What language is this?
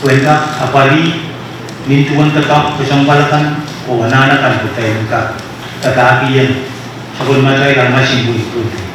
Pohnpeian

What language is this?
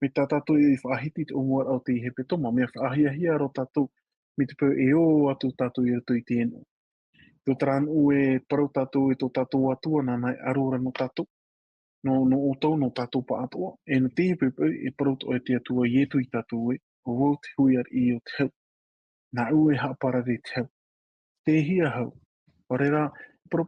Tahitian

